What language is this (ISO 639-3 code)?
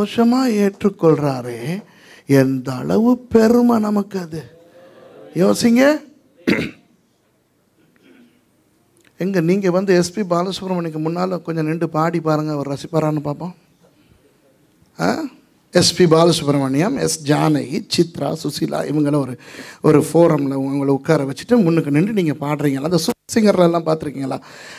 tam